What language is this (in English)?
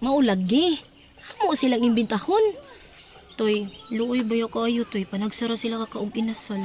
Cebuano